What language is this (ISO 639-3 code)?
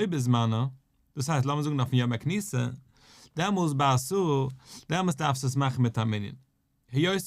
yid